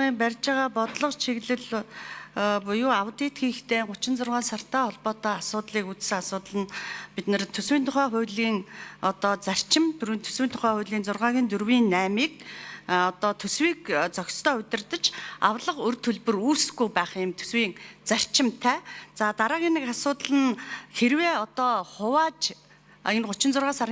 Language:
Mongolian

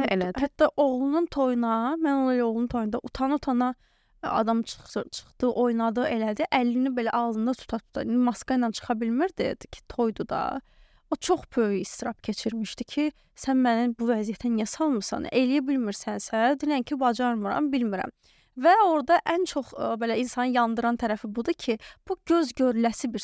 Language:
Azerbaijani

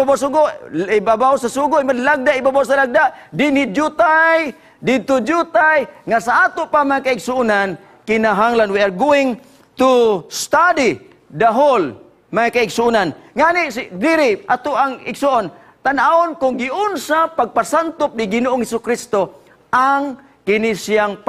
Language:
Cebuano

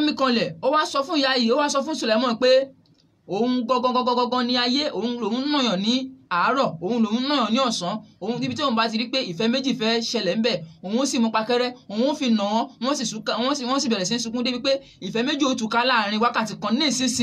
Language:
Yoruba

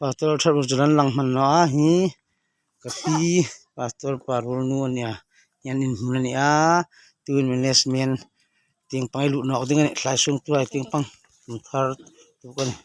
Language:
Hmar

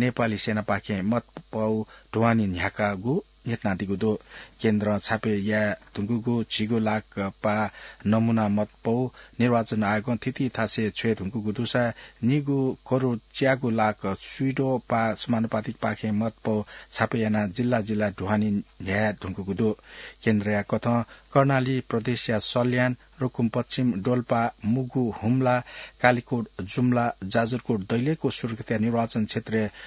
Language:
Newari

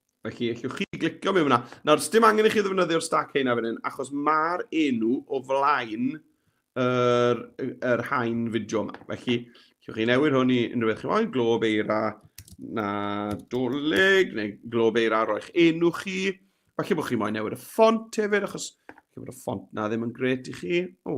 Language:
Welsh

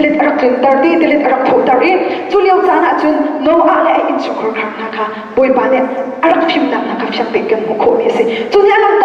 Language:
Hakha Chin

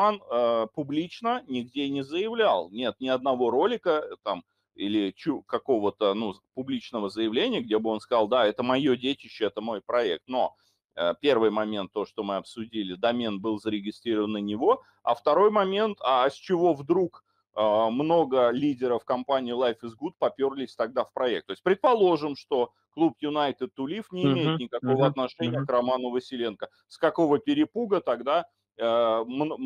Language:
Russian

